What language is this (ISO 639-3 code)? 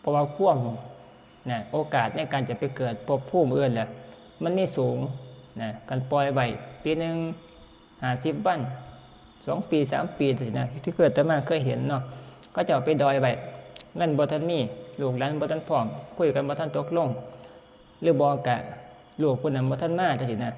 tts